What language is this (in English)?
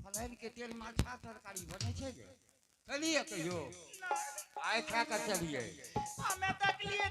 Angika